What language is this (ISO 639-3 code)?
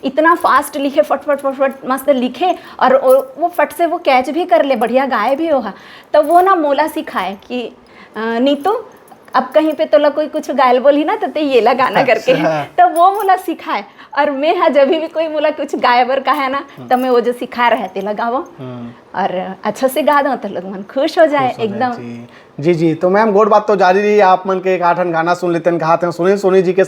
hne